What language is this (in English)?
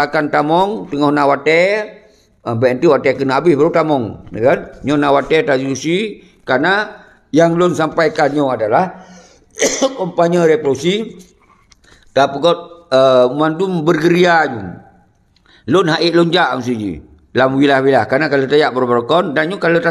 Achinese